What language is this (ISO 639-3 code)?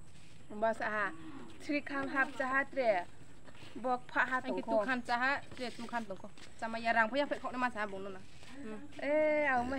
ria